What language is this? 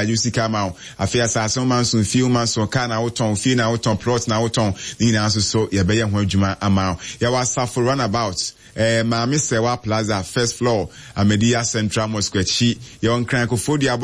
Akan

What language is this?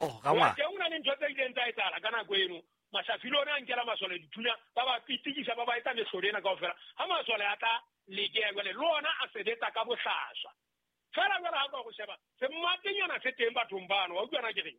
Southern Sotho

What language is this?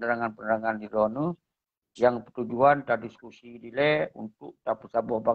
Achinese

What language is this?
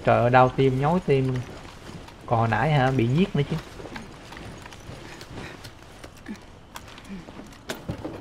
Vietnamese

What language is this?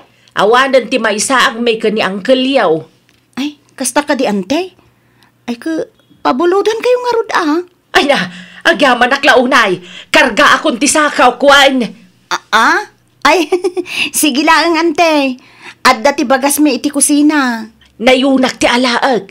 Iloko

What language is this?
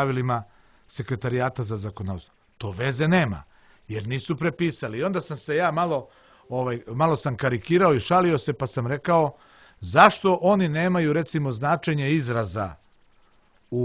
Serbian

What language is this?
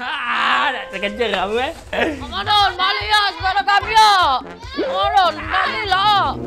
Musi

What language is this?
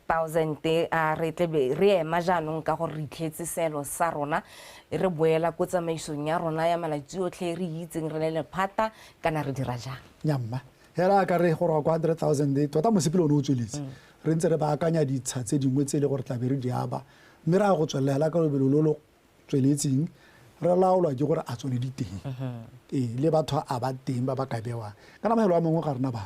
Tswana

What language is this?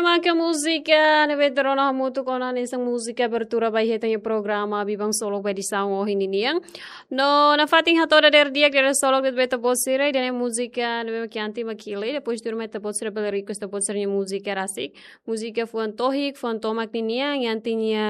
Tetum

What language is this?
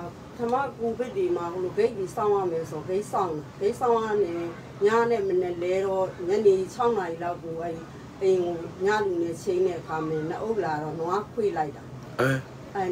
Burmese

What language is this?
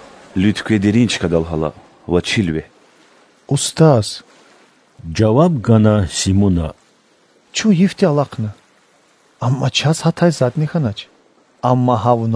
Lezghian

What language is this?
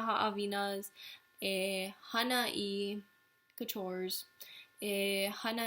Hawaiian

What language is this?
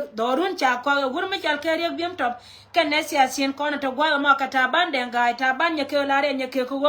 Nuer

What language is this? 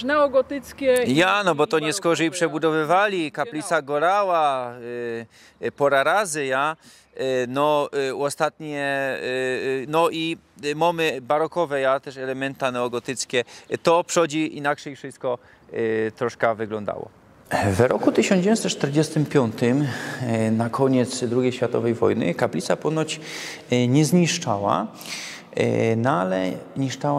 Silesian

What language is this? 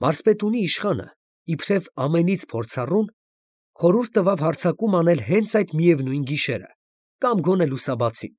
Armenian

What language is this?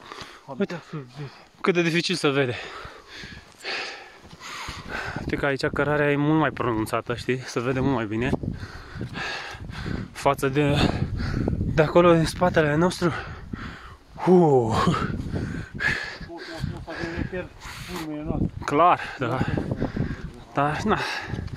Romanian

